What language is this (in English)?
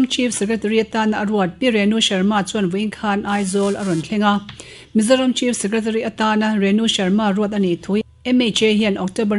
Mizo